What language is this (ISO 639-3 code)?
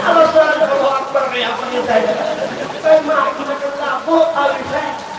bjn